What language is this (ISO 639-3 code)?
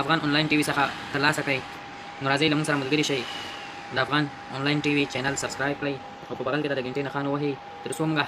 pus